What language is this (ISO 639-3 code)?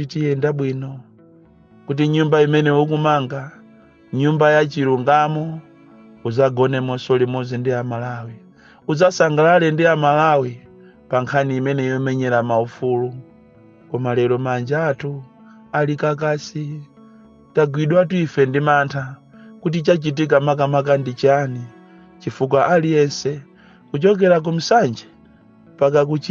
nya